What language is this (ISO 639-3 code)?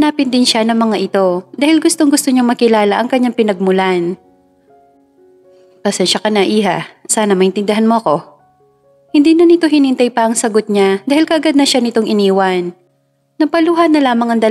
fil